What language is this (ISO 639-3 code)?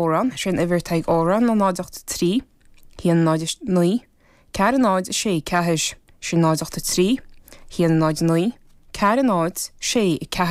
gle